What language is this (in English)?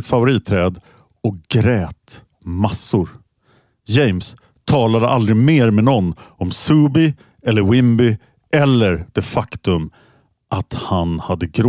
Swedish